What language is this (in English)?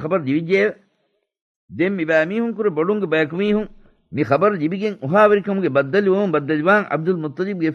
Divehi